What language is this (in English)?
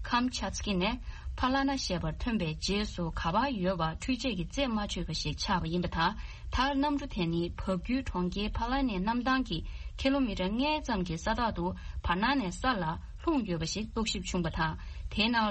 Tibetan